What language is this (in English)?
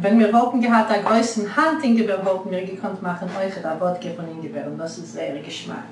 Yiddish